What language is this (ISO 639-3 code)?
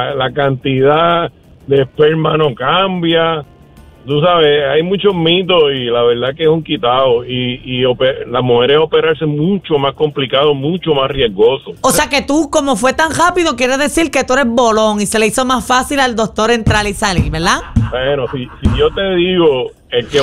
spa